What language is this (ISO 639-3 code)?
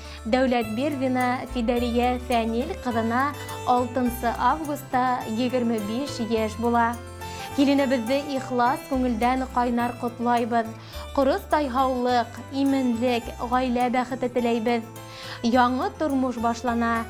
bak